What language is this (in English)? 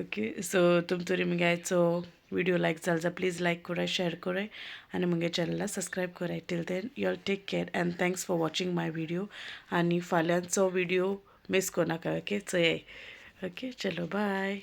Konkani